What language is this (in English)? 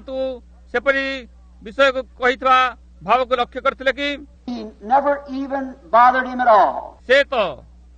Odia